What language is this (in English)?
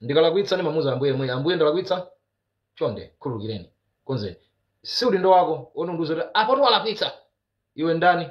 Nyanja